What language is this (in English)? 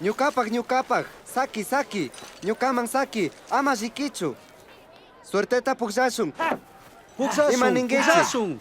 Chimborazo Highland Quichua